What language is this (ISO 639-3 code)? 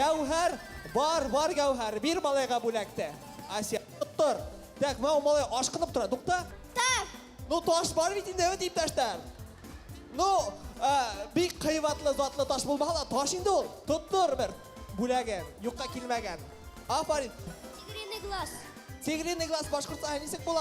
bak